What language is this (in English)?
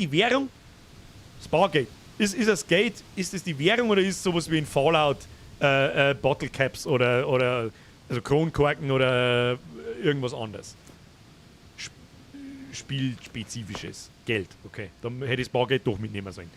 Bavarian